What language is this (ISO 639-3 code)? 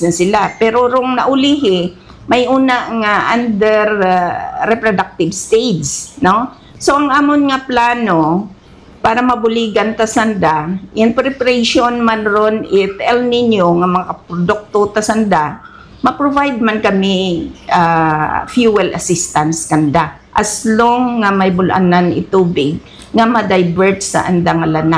hil